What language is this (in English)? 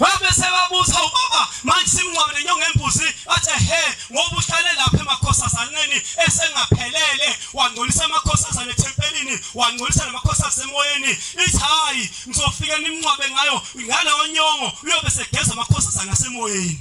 Zulu